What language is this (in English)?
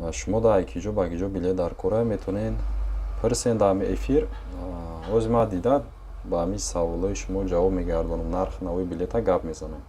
Tajik